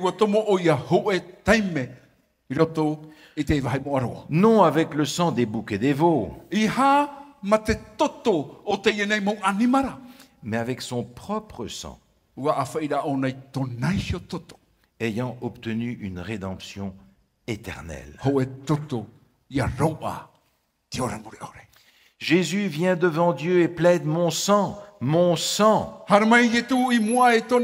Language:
Tahitian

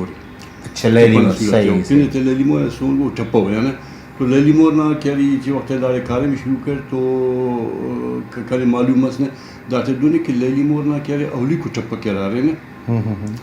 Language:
Brahui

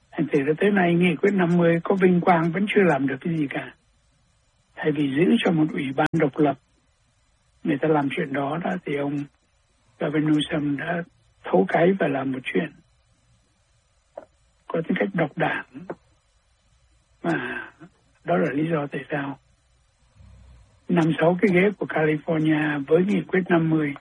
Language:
Vietnamese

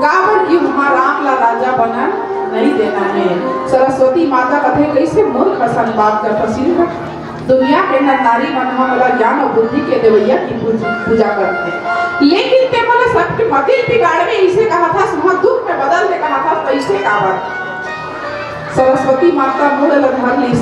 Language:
Chhattisgarhi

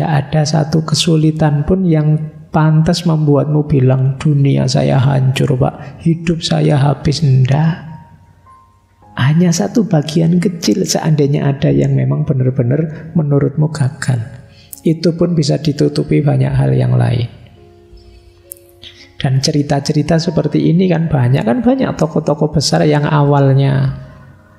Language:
Indonesian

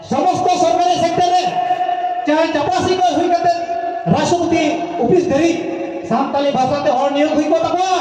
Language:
Santali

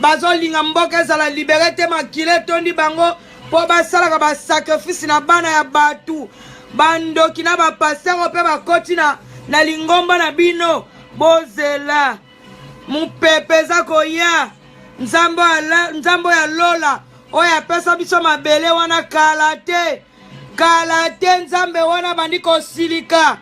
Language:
Lingala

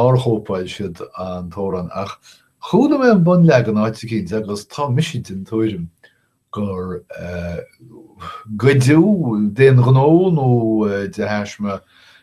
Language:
Irish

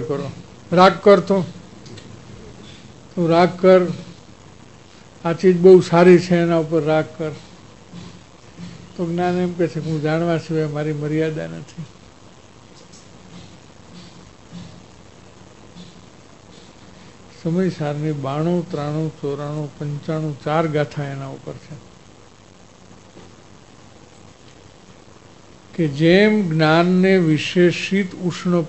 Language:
Gujarati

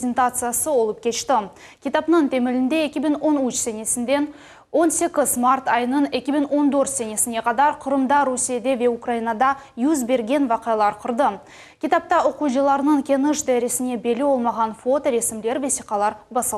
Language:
Crimean Tatar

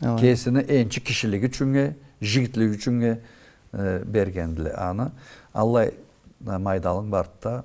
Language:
Karachay-Balkar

